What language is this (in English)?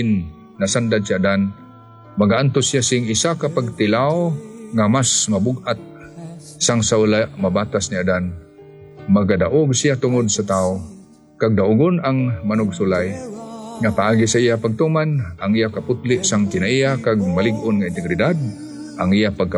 Hiligaynon